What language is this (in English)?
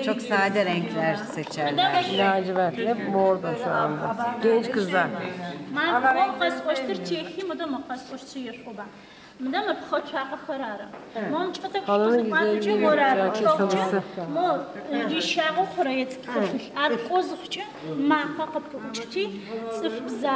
Adyghe